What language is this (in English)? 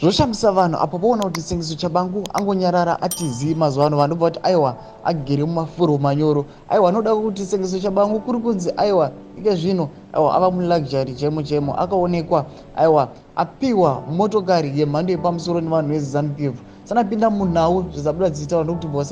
Shona